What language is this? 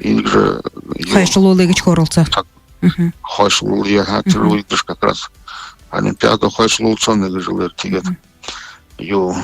Buriat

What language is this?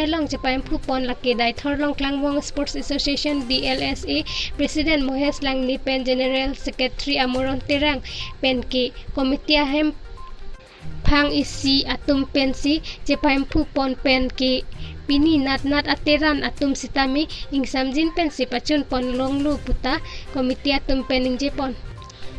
Karbi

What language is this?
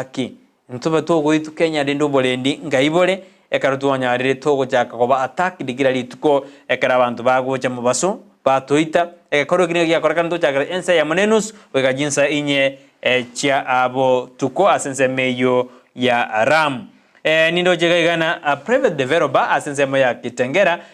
Gusii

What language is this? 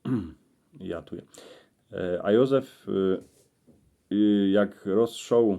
Silesian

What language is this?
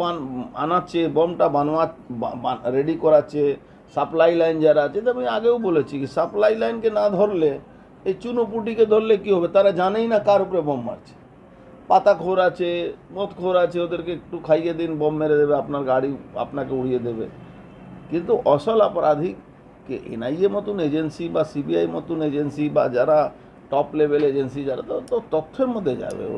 Bangla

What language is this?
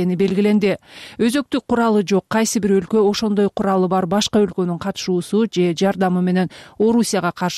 Kyrgyz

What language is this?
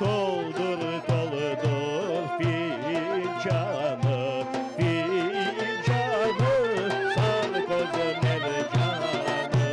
Crimean Tatar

